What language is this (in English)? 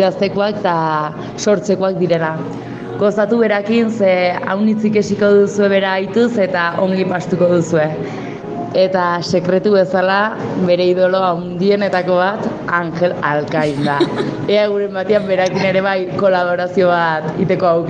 Basque